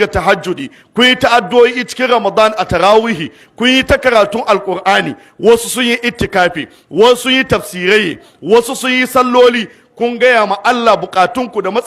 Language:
Hausa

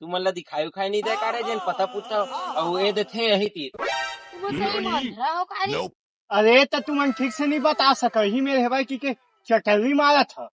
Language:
Chhattisgarhi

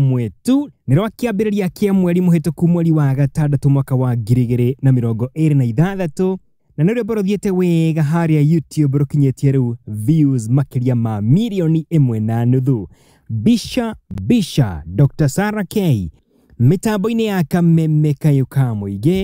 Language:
Kikuyu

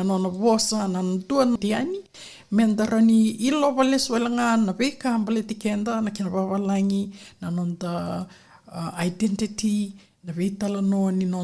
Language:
Fijian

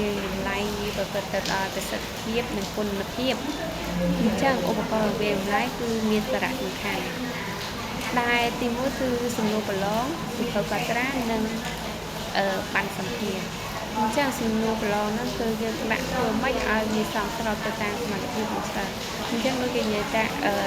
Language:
Khmer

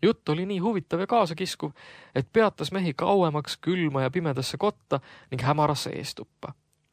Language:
Estonian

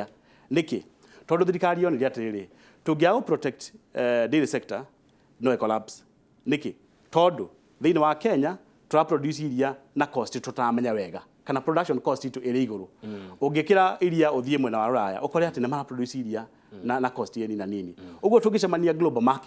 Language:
Kikuyu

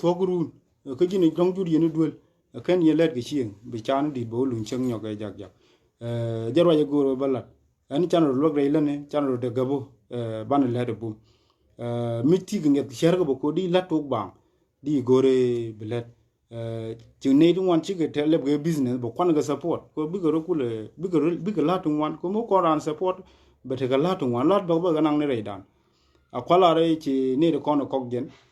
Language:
Nuer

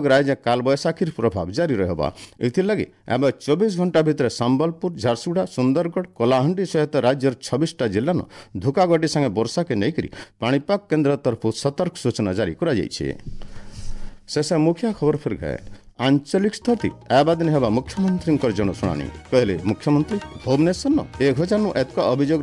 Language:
Odia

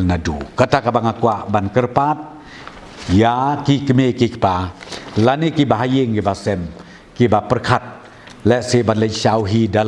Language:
Khasi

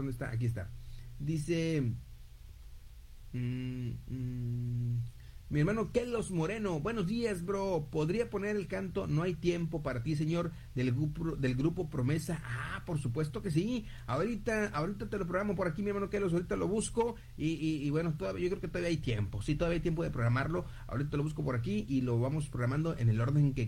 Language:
Spanish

